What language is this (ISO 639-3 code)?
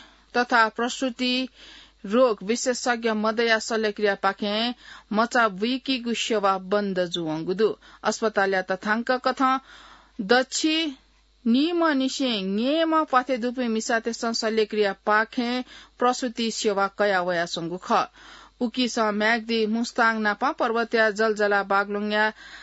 new